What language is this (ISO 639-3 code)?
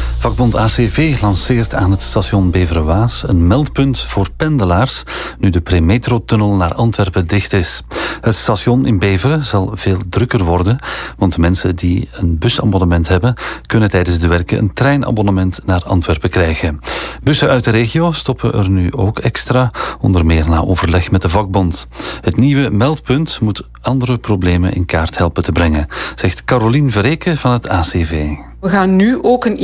nld